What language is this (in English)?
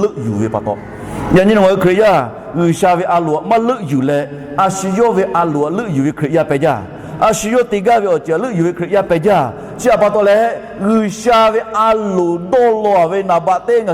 Lahu